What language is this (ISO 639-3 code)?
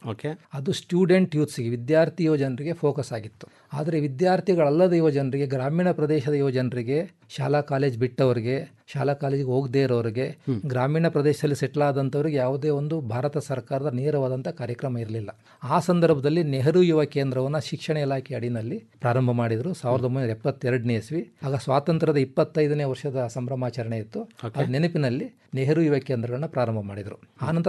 kan